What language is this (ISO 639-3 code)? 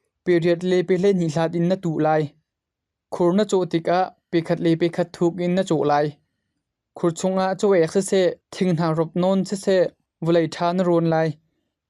cnh